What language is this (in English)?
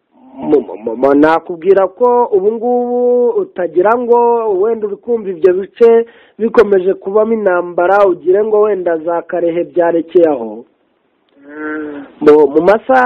Kinyarwanda